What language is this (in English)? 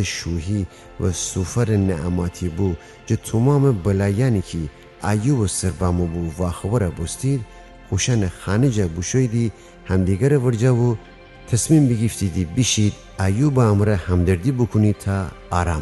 Gilaki